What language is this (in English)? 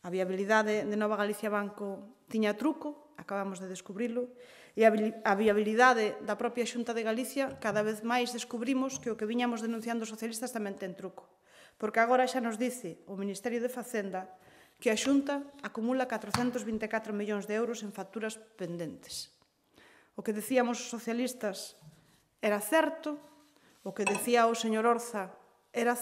Galician